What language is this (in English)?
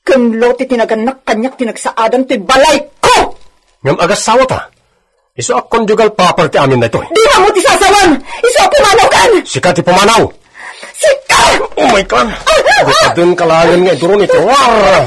Iloko